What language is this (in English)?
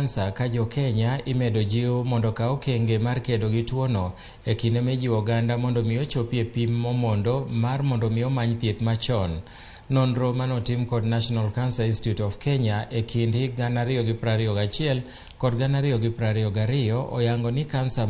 Luo (Kenya and Tanzania)